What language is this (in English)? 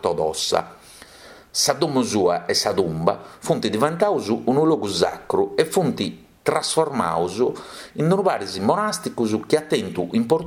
Sardinian